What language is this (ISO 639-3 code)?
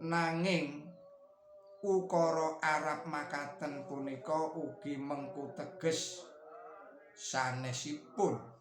jav